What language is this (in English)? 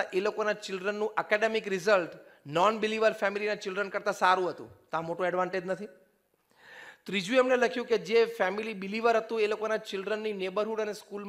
Gujarati